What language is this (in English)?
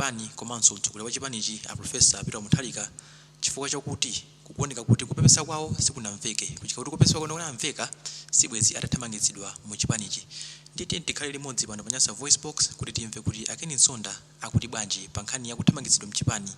Nyanja